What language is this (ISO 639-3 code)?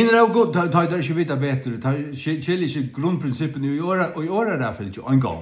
fao